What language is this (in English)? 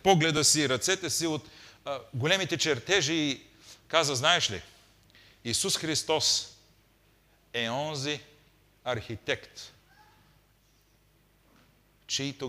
Bulgarian